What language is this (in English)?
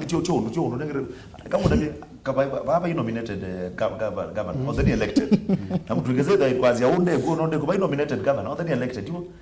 Kamba